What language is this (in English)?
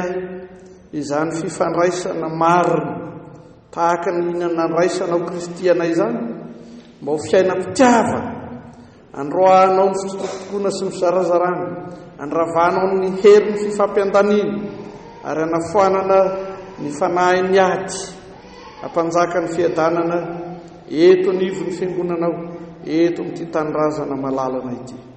Malagasy